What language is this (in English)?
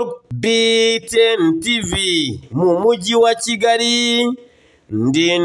Kinyarwanda